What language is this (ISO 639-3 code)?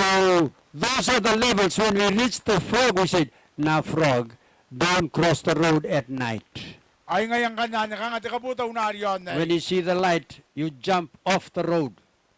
gil